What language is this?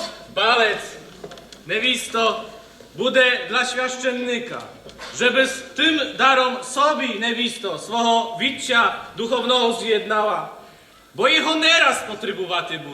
Rusyn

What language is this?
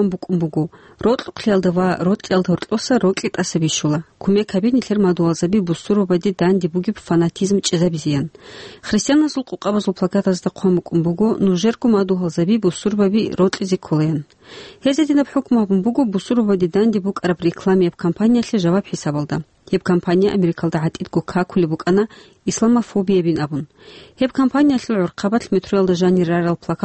Avaric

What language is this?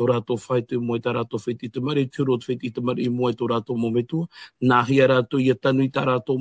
Tahitian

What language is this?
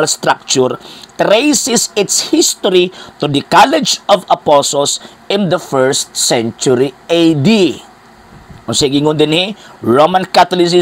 Cebuano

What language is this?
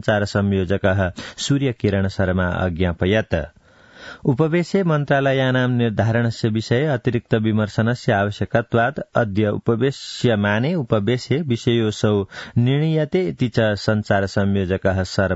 Sanskrit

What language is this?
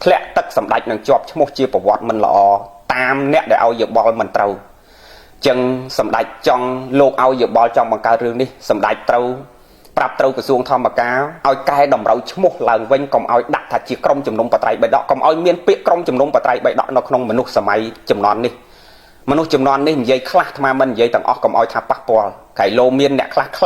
Khmer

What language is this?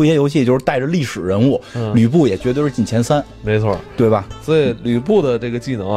Chinese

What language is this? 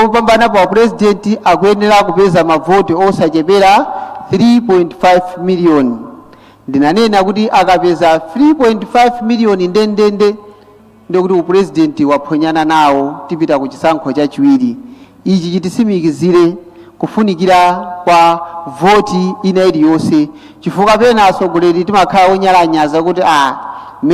Nyanja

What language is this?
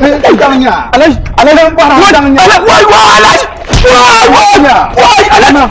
Dagbani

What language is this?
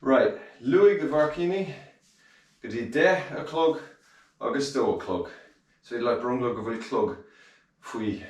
Irish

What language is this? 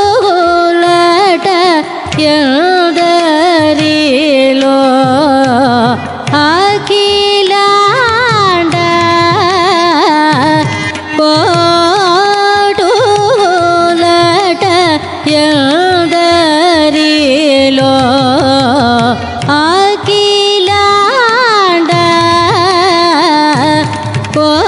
Telugu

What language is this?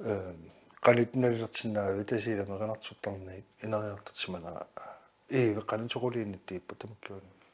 Kalaallisut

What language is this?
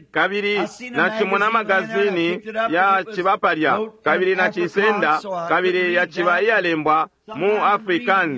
Bemba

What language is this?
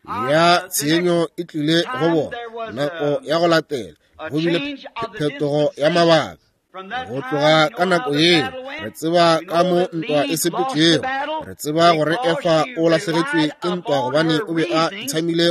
Northern Sotho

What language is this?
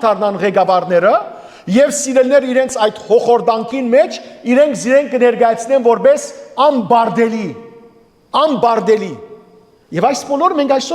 Western Armenian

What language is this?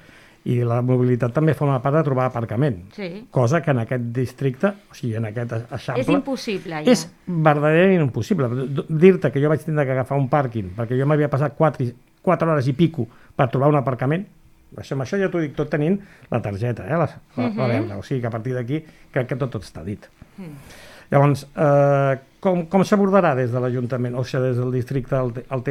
Catalan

